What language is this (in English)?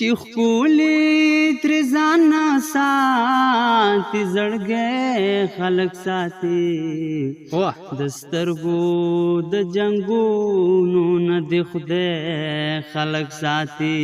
Pashto